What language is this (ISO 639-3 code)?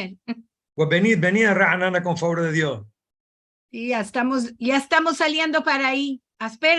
lad